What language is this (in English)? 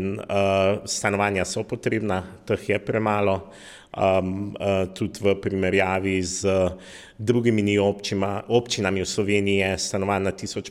Slovenian